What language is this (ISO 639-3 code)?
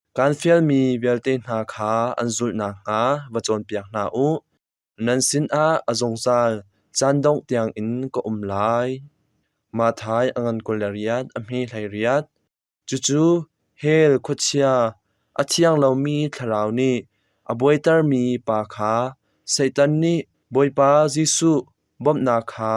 cnh